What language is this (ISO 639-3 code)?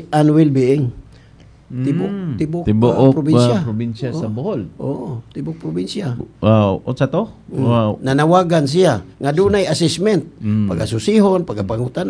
ceb